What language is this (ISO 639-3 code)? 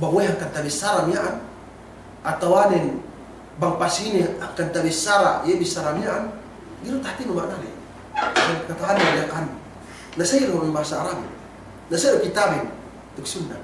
yka